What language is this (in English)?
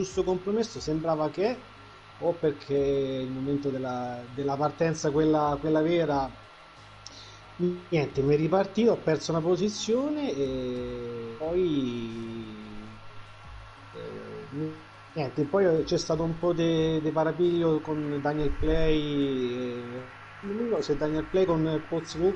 Italian